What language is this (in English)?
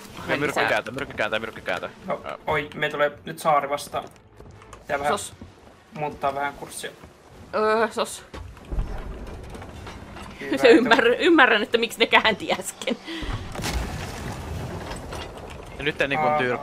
Finnish